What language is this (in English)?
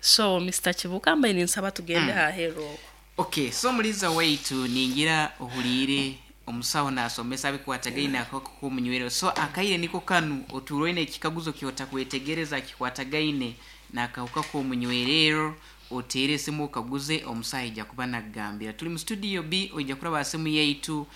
Nyankole